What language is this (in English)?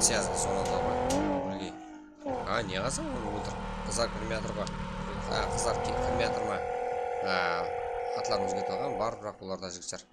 Kara-Kalpak